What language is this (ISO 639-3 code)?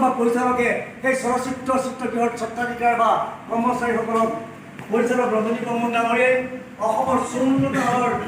asm